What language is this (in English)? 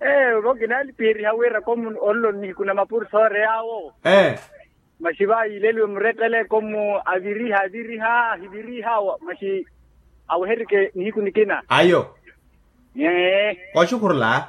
Makhuwa